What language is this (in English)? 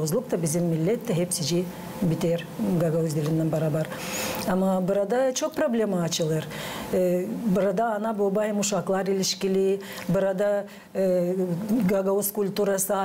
Gagauz